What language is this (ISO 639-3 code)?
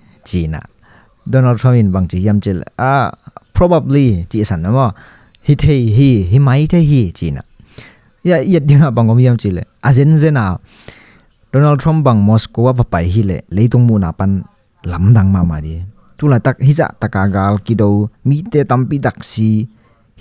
ctd